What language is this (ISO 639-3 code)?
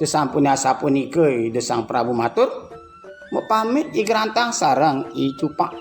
ban